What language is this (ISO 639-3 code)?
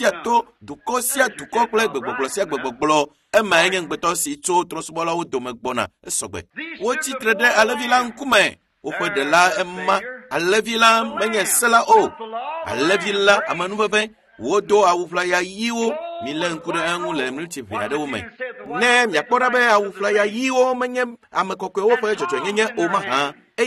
ewe